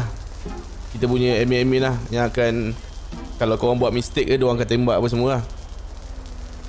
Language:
Malay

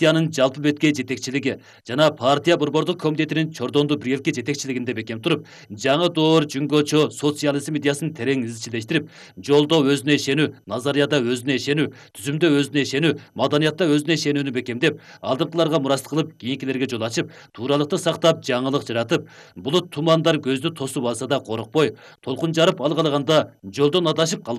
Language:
Kyrgyz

